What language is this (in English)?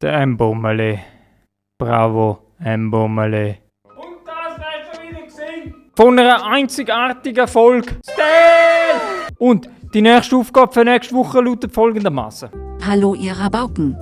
Swiss German